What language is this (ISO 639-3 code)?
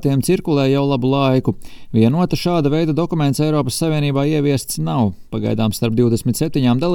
lav